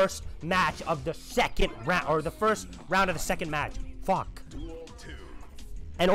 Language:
English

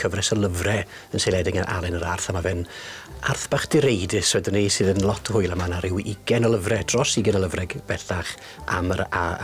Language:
Welsh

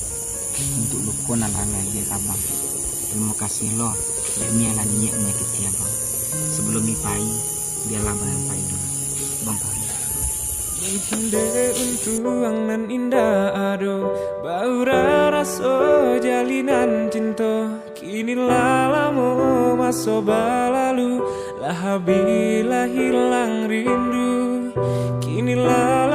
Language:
Minangkabau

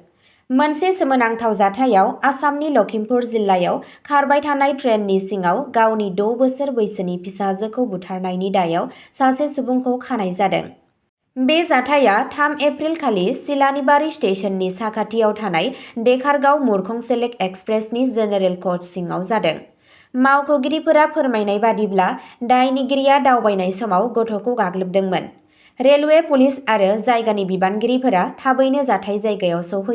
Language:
Bodo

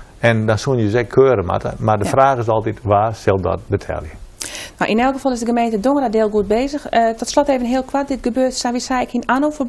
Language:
Western Frisian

